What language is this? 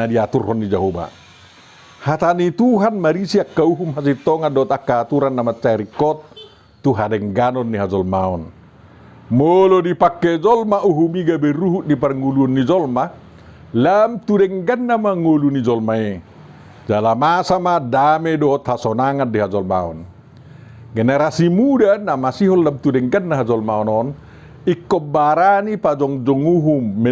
Batak Toba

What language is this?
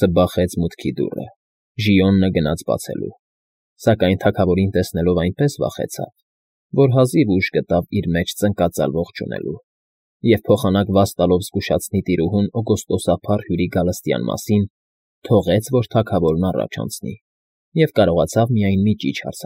Armenian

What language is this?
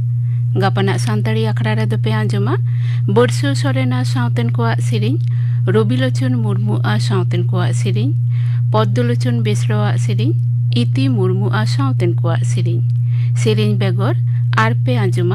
Santali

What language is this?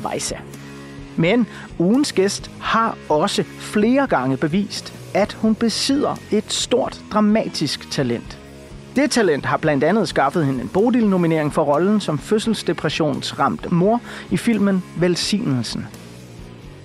Danish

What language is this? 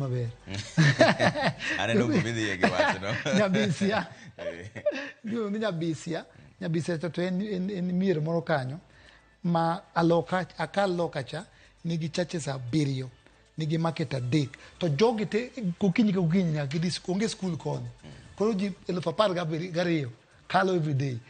Luo (Kenya and Tanzania)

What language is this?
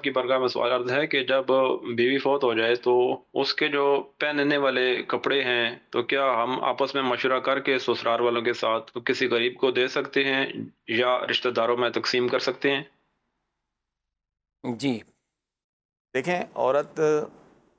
Urdu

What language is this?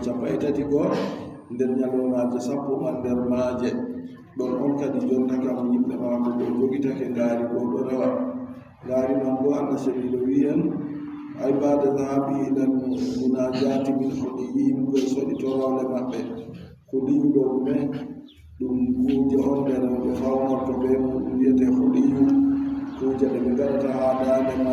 Adamawa Fulfulde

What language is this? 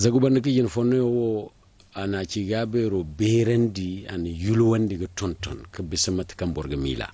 Zarma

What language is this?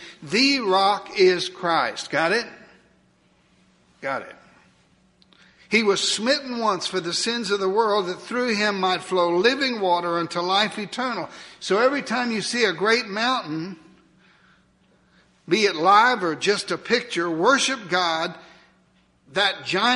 English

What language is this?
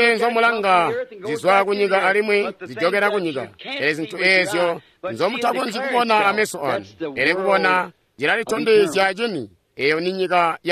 Tonga (Zambia)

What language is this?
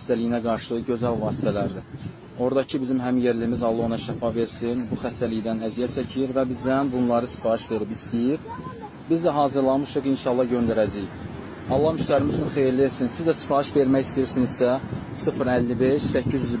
Azerbaijani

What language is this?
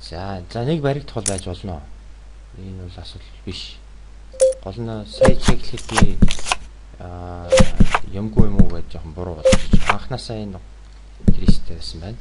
Mongolian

